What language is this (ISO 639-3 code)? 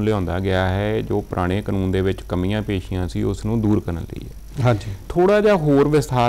pan